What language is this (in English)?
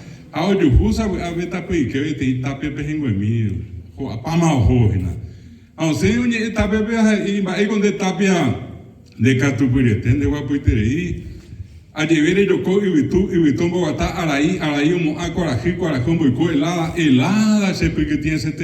Guarani